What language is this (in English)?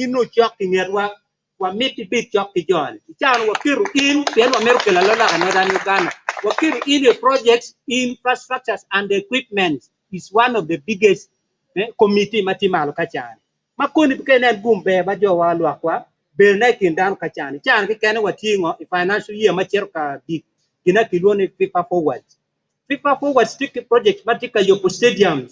Acoli